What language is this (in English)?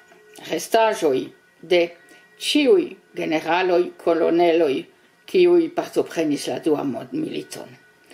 Esperanto